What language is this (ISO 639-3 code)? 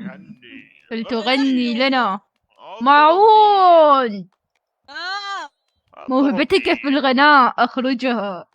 acm